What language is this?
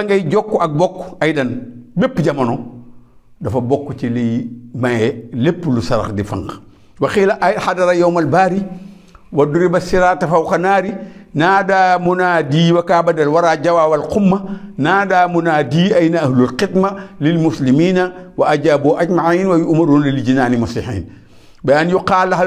Wolof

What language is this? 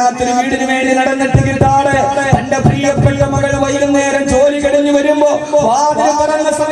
Malayalam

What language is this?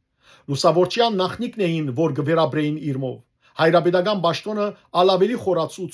Western Armenian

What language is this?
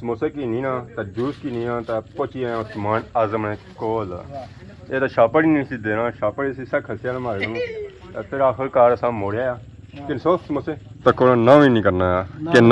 Pahari-Potwari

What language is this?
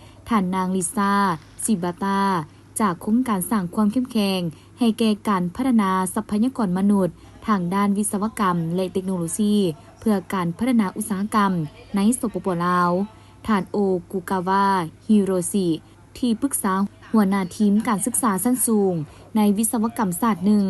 Lao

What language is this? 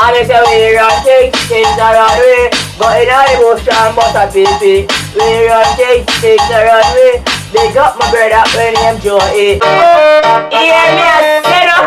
Jamaican Creole English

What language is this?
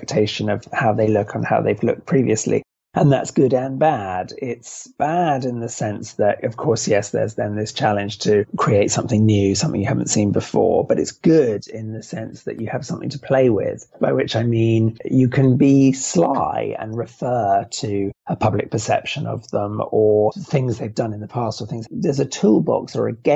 English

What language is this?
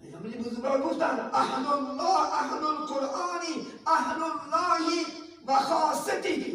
Tajik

